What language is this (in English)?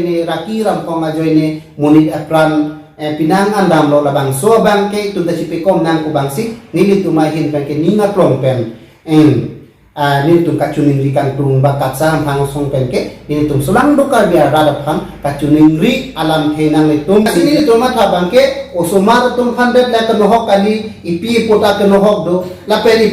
Karbi